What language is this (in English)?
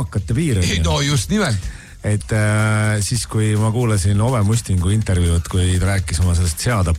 Estonian